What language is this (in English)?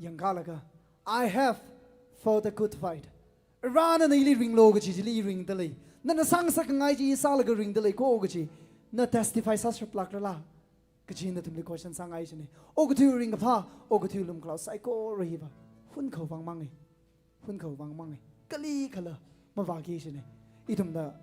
Tangkhul Naga (India)